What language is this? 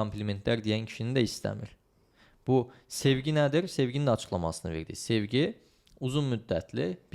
Azerbaijani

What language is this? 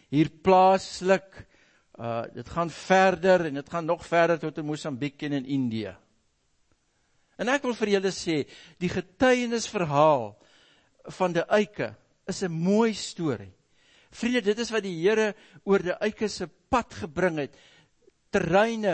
Afrikaans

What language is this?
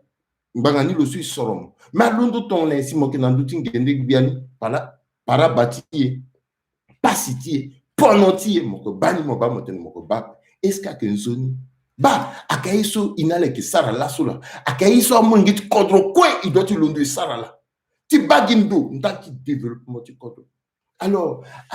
Sango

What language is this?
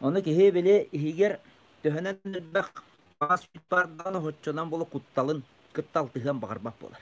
Yakut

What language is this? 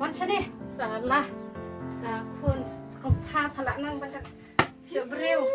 Khasi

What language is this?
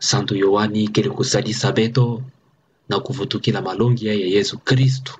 Kituba (Democratic Republic of Congo)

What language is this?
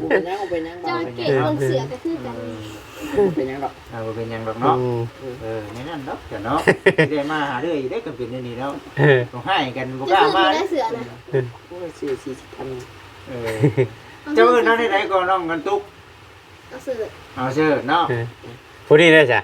Northeastern Thai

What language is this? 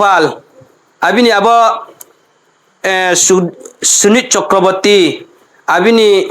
Riang (India)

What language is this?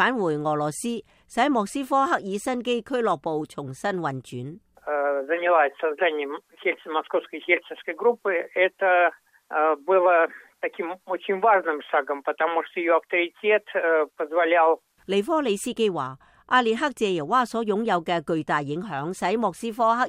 Cantonese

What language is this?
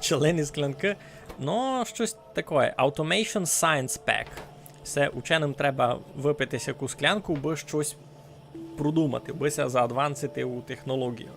Rusyn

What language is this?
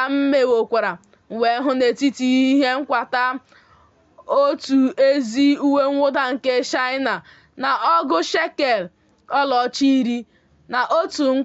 Igbo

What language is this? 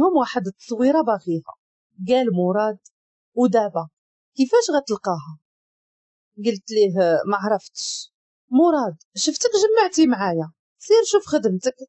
Moroccan Arabic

